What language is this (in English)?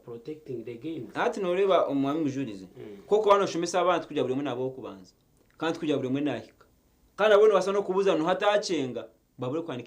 Nyankole